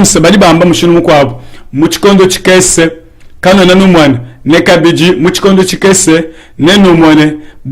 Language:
Luba-Lulua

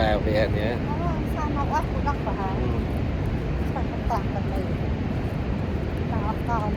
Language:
Central Mnong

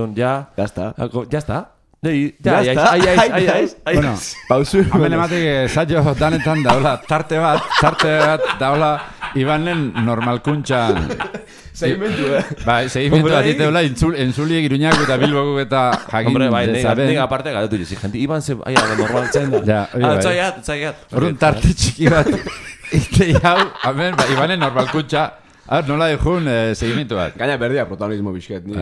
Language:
Basque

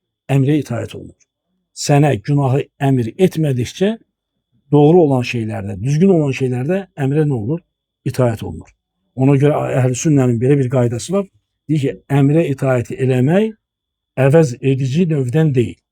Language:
Azerbaijani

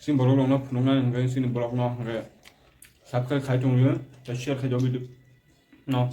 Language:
Kok Borok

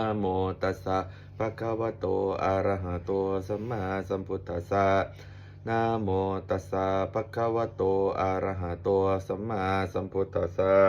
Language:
Pali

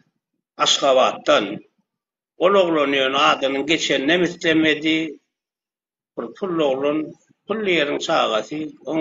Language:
Turkmen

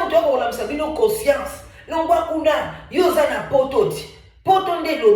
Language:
Lingala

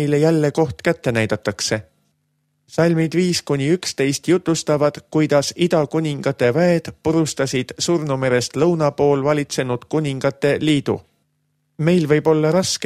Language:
Estonian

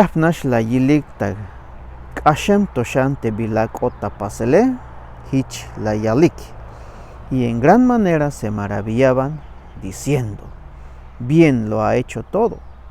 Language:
Tzeltal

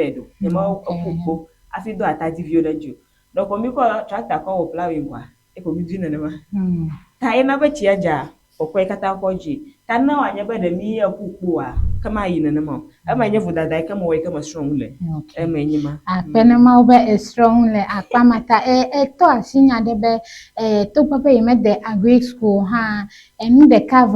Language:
Ewe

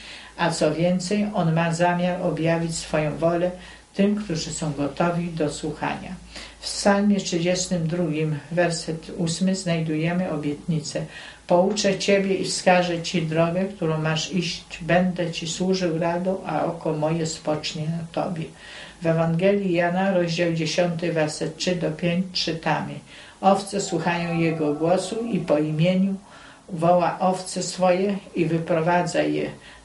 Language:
Polish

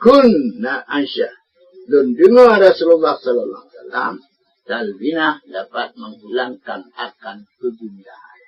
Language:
Achinese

